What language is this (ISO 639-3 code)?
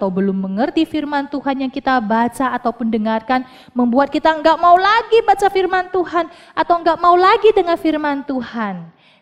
ind